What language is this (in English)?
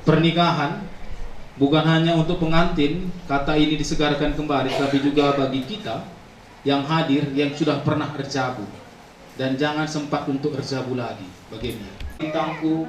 Batak Karo